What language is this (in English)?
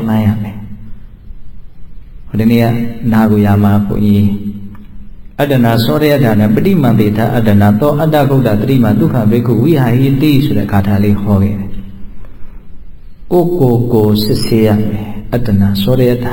Burmese